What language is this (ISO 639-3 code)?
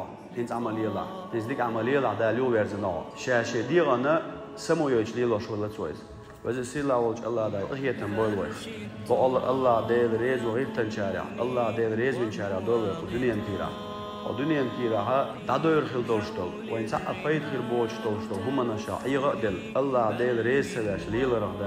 che